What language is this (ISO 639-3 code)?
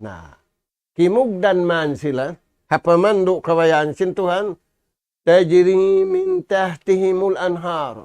tsg